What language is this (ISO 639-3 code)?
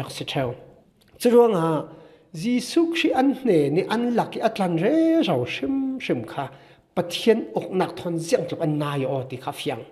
cfm